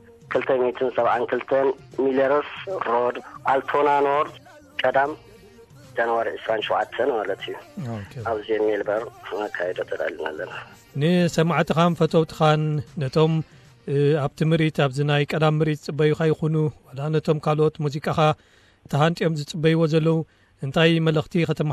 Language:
Tigrinya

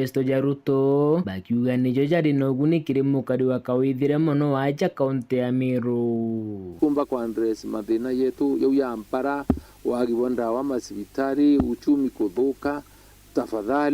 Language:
Meru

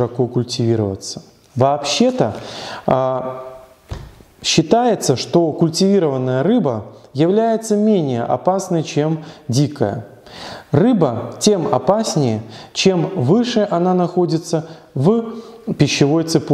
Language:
Russian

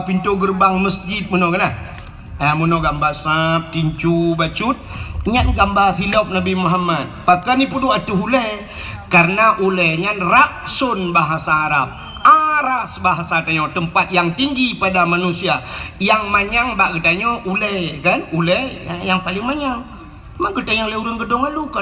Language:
Achinese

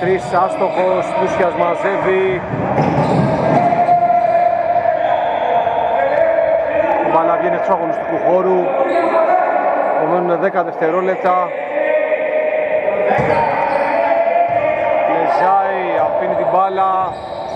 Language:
Greek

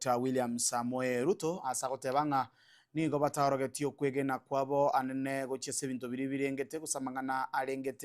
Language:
Gusii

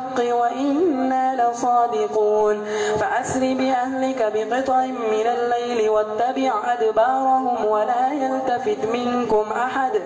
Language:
Arabic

